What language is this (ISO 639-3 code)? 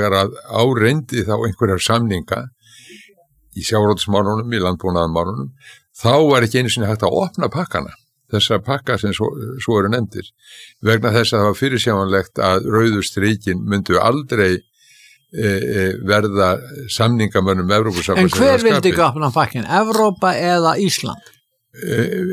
isl